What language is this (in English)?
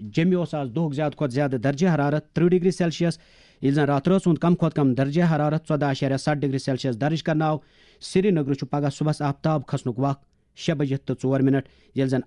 Kashmiri